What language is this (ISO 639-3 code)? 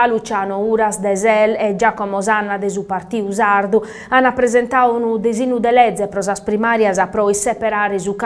srd